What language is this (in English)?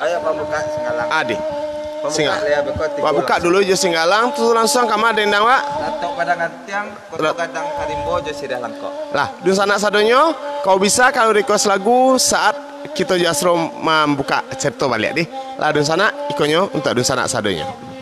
Minangkabau